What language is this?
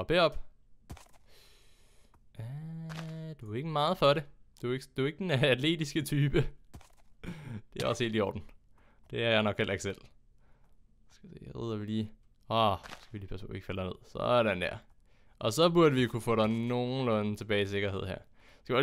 Danish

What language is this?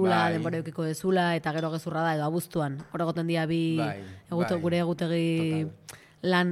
Basque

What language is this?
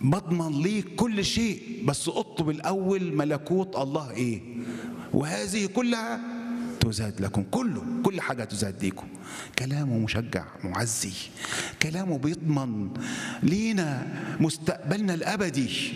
Egyptian Arabic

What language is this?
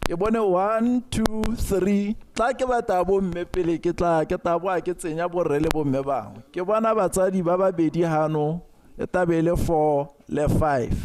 Tswana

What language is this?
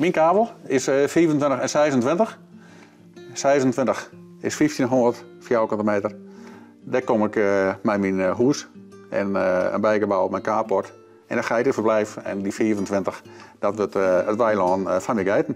Western Frisian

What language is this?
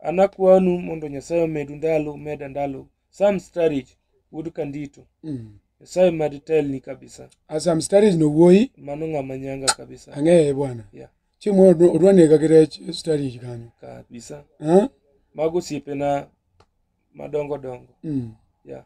Luo (Kenya and Tanzania)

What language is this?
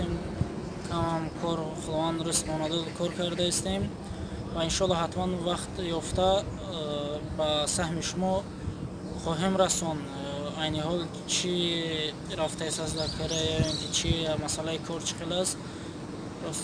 Tajik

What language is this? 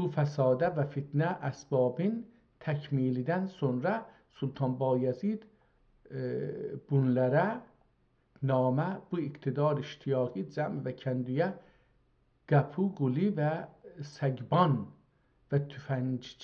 South Azerbaijani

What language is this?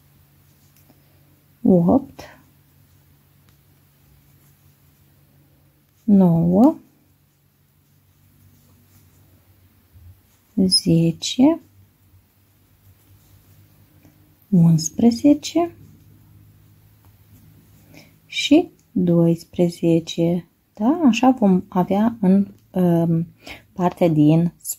Romanian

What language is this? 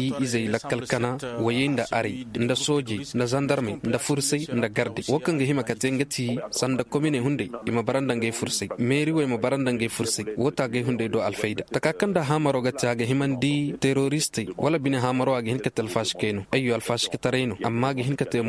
Koyraboro Senni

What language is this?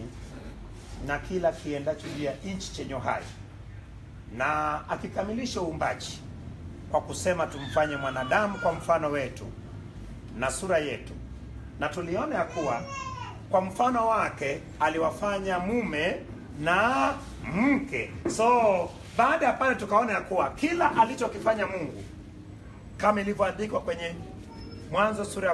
Swahili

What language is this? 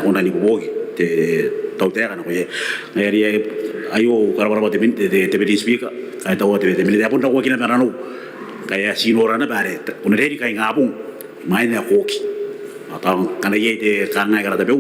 Gilbertese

